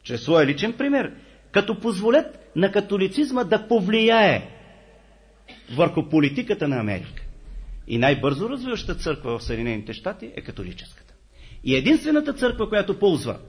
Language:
Bulgarian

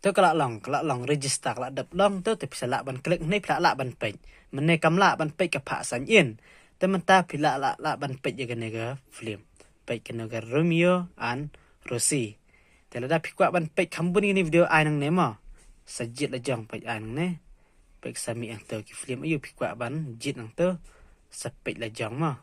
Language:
Khasi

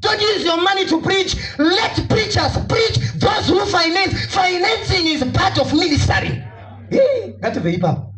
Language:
Shona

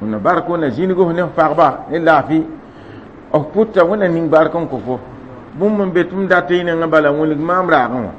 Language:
Mossi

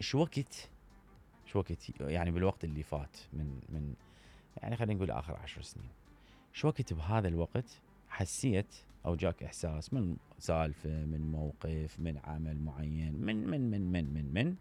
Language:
Mesopotamian Arabic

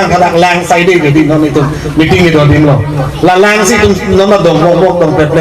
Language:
Karbi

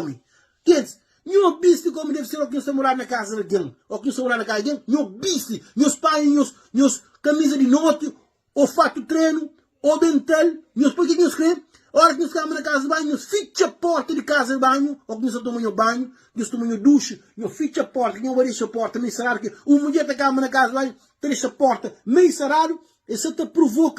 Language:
Kabuverdianu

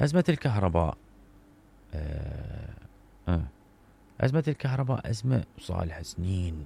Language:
Mesopotamian Arabic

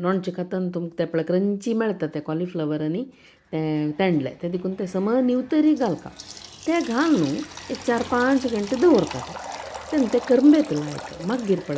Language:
Konkani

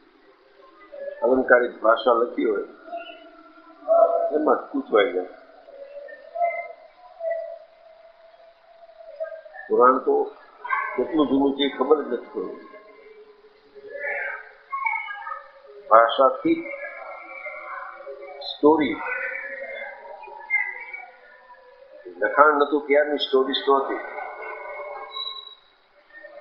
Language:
Gujarati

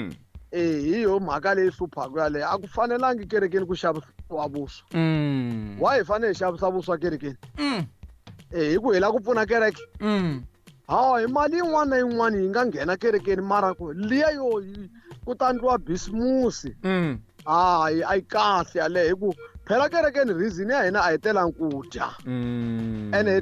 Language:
Tsonga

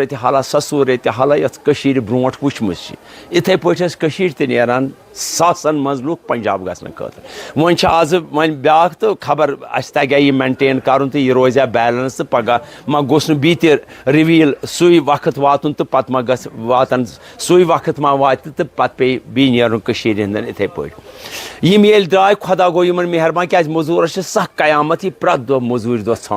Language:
Kashmiri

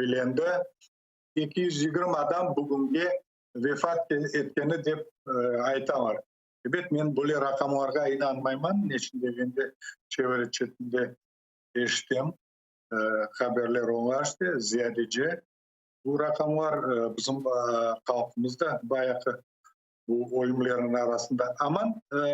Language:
Crimean Tatar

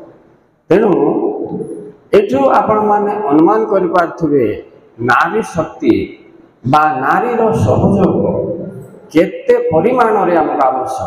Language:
Odia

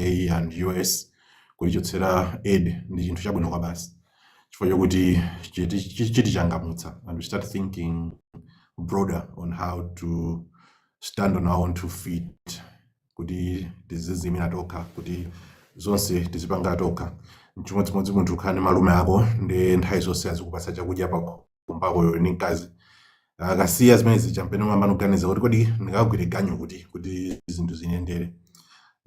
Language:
Nyanja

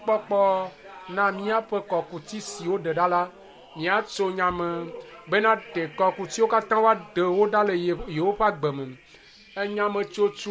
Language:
Ewe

